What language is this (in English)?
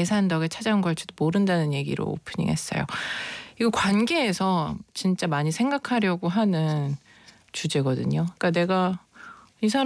Korean